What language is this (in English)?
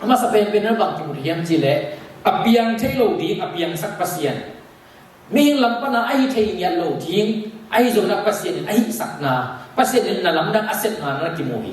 Tedim Chin